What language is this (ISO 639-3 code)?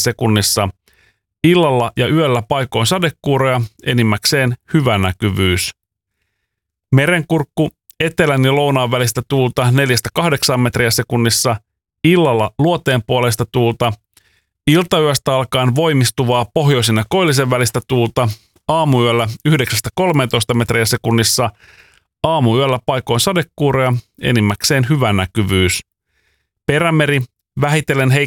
fin